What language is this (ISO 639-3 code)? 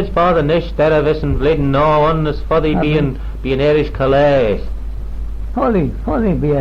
glv